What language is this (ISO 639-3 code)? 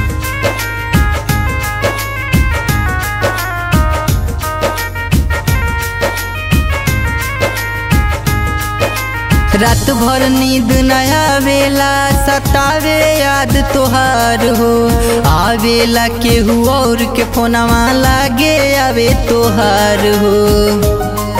bho